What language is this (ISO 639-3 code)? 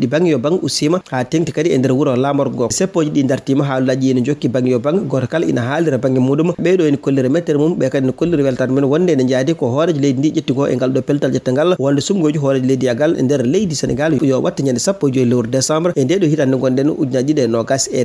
ful